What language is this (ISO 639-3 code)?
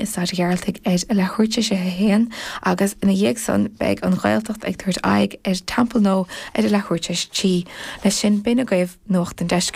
gle